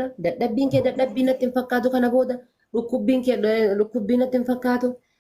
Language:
Oromo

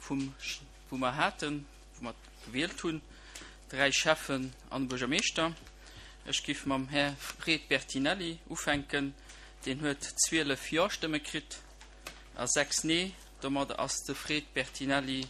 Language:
Luxembourgish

